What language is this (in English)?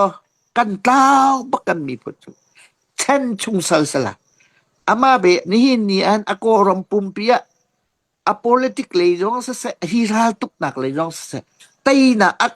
Hakha Chin